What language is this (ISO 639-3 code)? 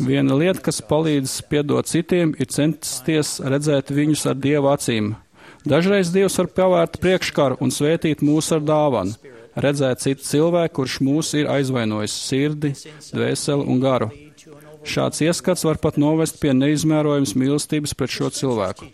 lav